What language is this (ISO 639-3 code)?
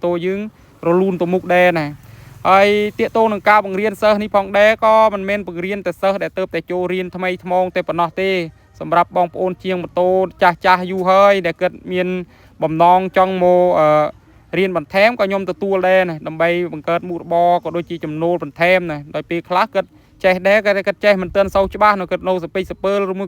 khm